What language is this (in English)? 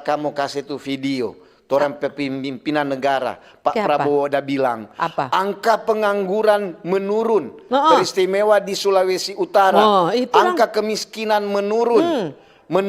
Manado Malay